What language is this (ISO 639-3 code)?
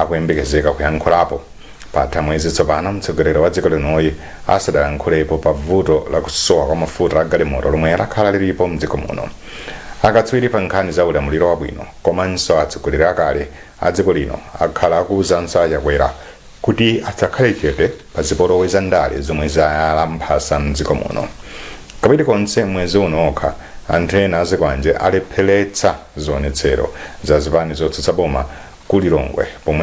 nya